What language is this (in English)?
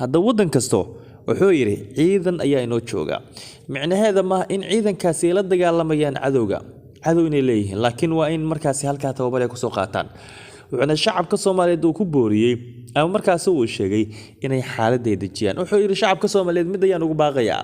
Somali